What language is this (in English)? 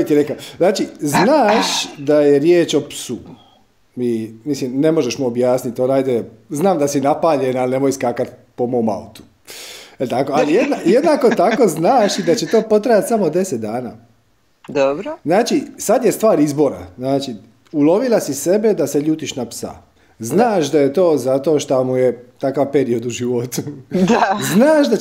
Croatian